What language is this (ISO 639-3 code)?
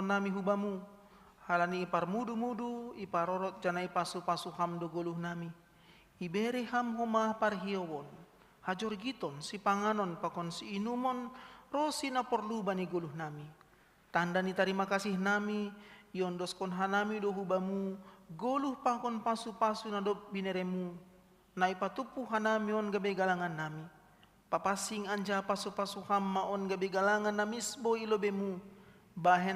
bts